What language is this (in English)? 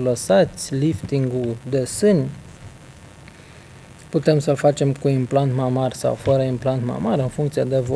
Romanian